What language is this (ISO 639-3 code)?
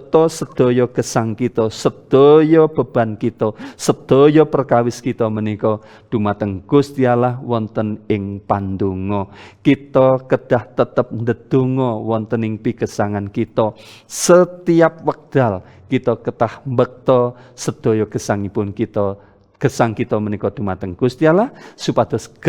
jav